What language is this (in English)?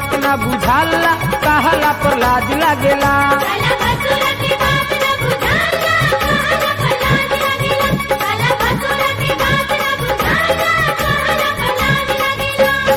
Bhojpuri